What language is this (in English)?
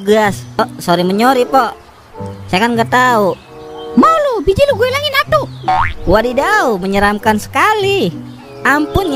Betawi